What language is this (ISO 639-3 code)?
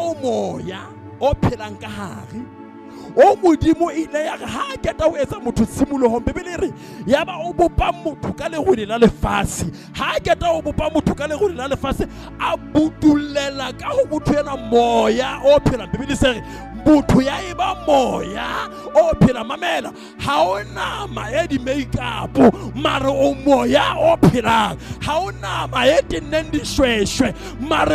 sot